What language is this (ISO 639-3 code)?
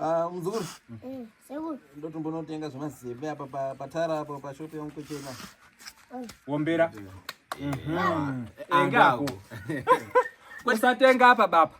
sna